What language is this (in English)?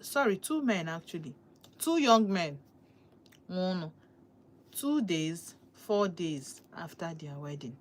Igbo